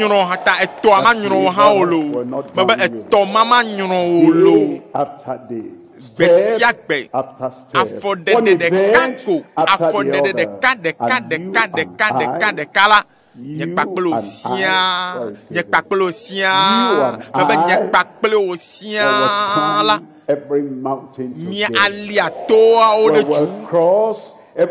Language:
Ewe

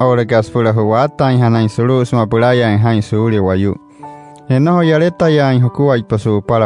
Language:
Wayuu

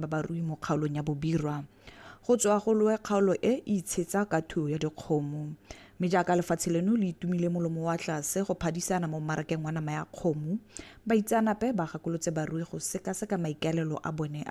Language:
Tswana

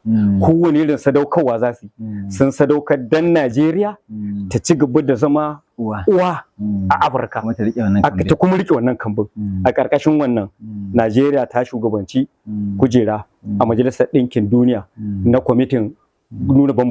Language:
Hausa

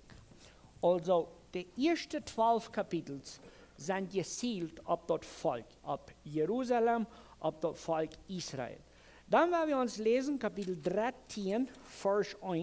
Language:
Plautdietsch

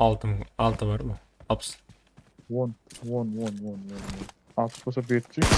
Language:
Kara-Kalpak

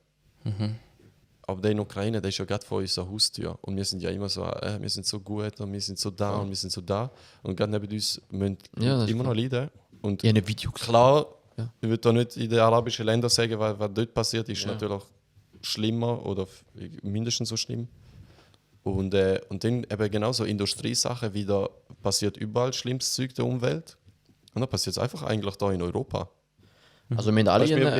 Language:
Swiss German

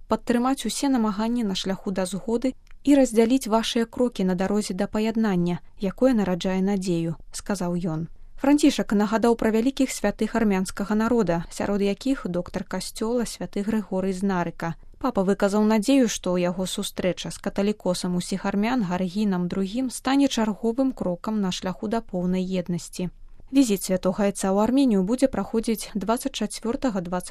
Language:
Belarusian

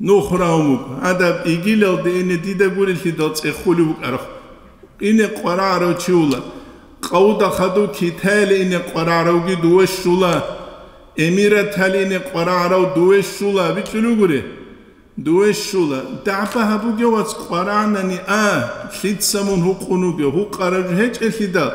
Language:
Avaric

